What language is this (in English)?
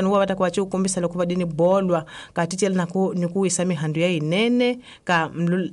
Tsonga